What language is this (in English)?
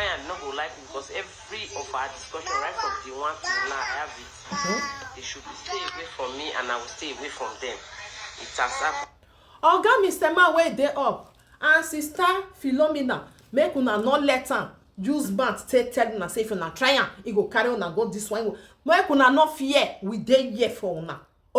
Nigerian Pidgin